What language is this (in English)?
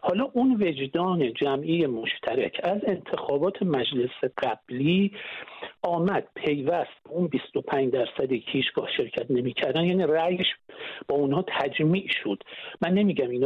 Persian